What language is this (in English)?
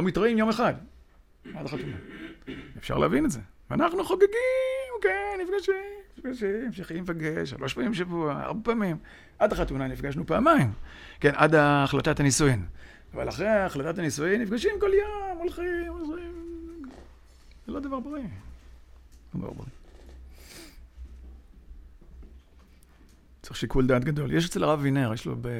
Hebrew